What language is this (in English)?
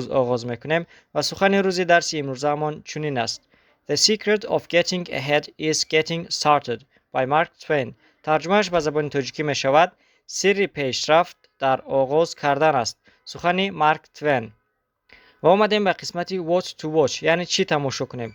Tajik